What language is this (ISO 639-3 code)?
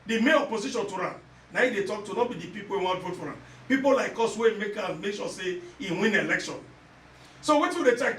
pcm